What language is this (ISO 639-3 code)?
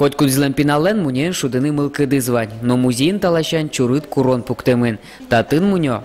udm